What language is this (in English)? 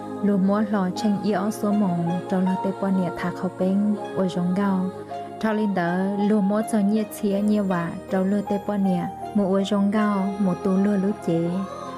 Hmong